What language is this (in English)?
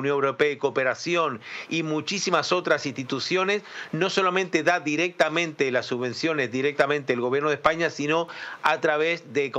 Spanish